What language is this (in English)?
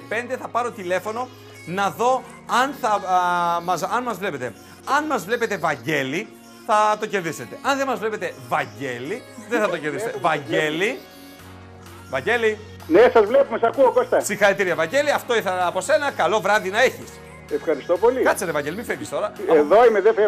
Greek